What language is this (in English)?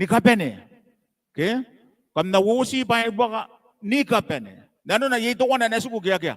Gilbertese